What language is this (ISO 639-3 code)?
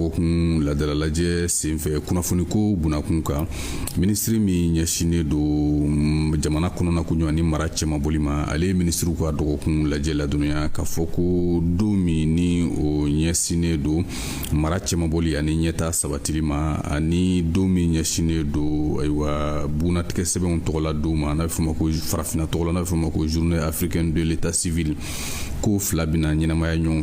bam